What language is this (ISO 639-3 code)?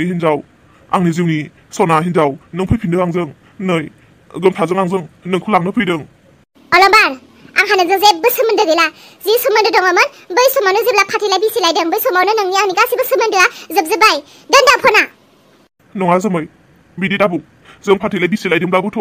brx